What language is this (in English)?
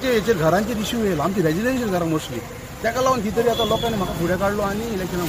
Konkani